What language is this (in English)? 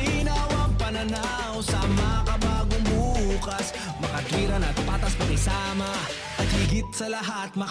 Bikol